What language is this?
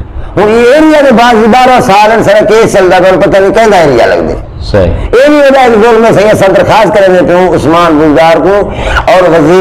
Saraiki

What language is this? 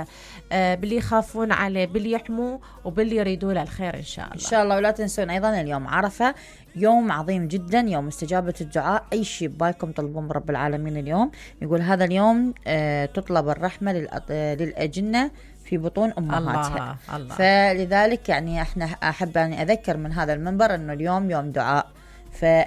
Mesopotamian Arabic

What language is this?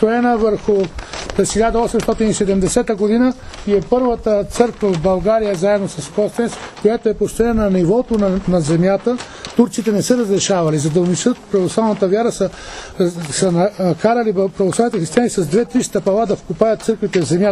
Bulgarian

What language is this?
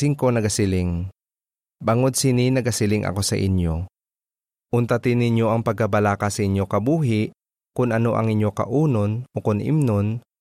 Hiligaynon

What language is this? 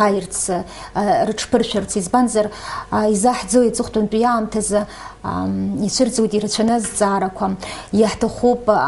Abkhazian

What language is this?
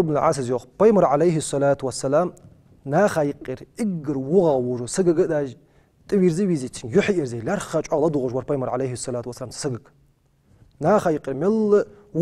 Ingush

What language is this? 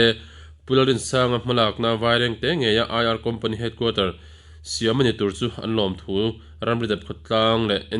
Mizo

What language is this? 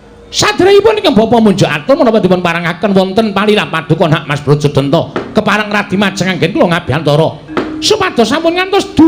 Javanese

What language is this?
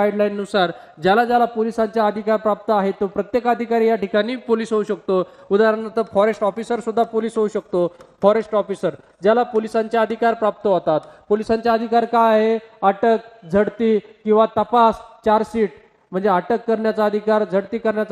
Marathi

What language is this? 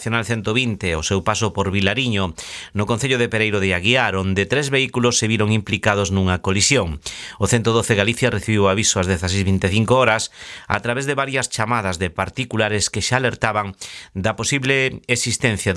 Galician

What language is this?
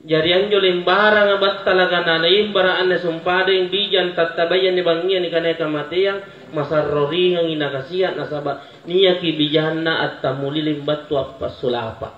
Makasar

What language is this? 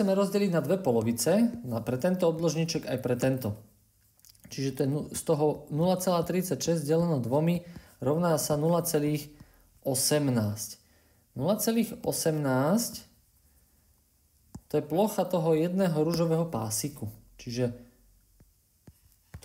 Slovak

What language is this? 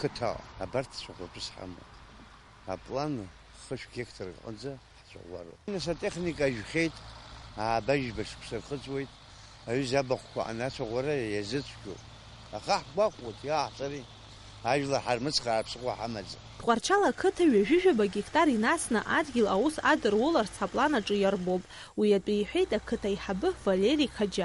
Abkhazian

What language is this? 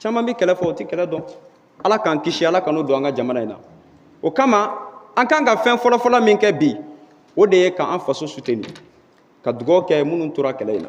Bambara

